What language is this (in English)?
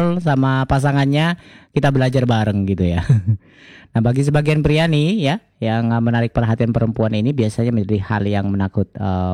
Indonesian